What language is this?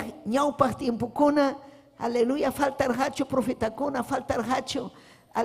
Ayacucho Quechua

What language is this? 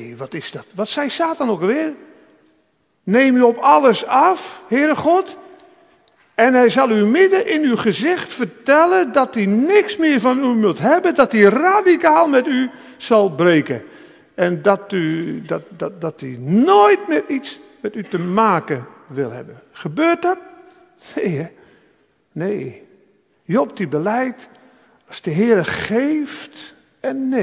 Dutch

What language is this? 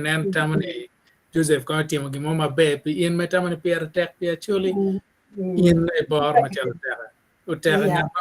Acoli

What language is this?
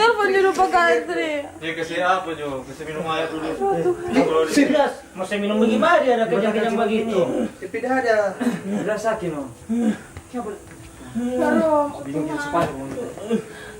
Manado Malay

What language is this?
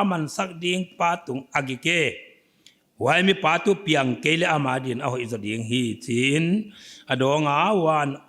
Paite Chin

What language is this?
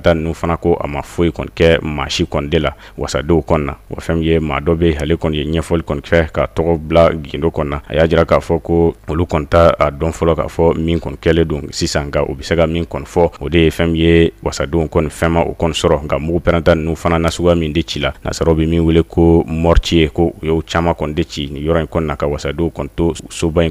Bambara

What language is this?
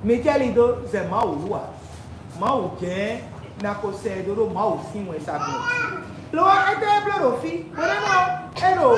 Fon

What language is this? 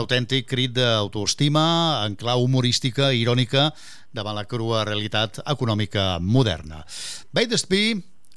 Catalan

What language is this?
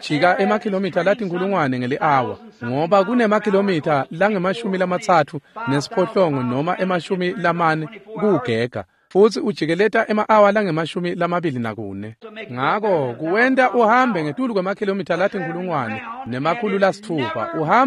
Swati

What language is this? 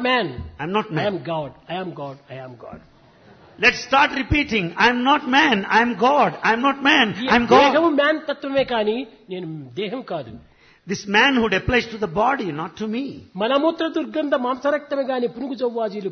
Telugu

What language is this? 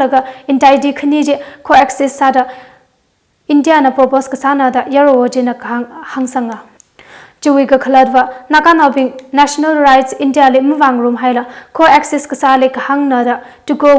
Tangkhul Naga (India)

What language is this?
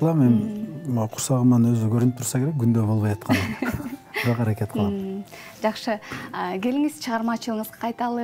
Kyrgyz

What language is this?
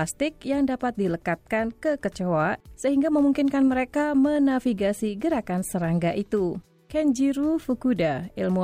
Indonesian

